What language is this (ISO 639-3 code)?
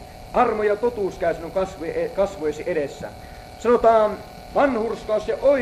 fin